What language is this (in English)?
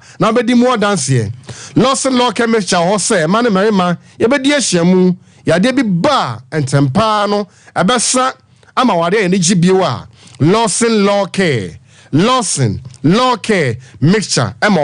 Akan